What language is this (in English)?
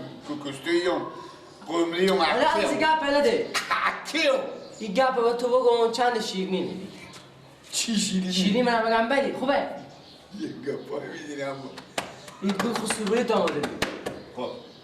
Persian